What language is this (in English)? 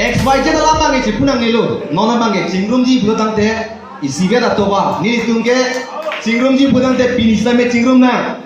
Karbi